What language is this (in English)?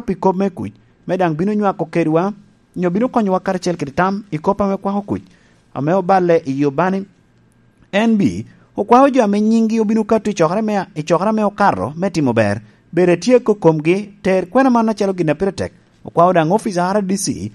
Lango (Uganda)